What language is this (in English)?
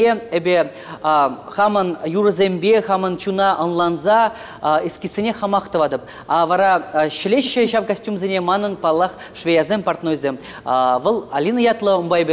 Chuvash